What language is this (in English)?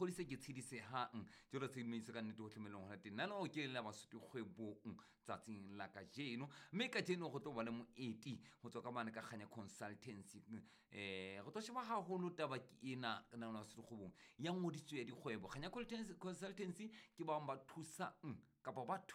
Southern Sotho